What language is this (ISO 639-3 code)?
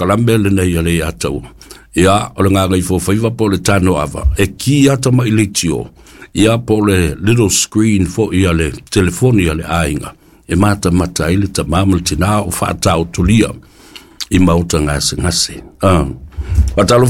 smo